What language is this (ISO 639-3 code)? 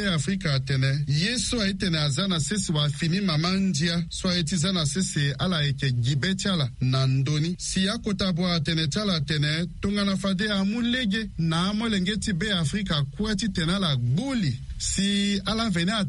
sag